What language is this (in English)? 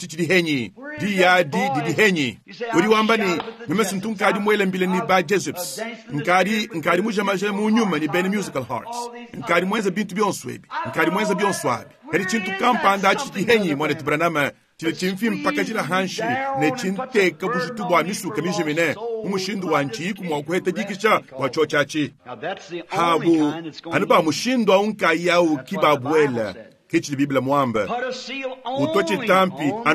Luba-Lulua